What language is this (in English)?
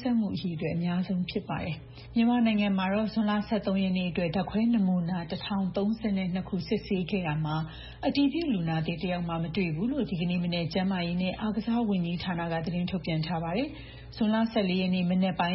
Burmese